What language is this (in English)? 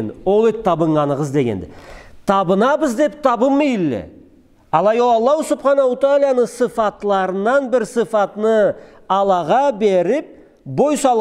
Karachay-Balkar